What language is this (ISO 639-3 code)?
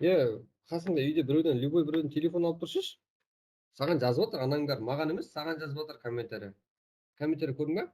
kaa